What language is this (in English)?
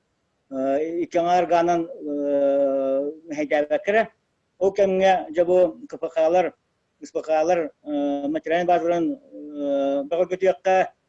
Yakut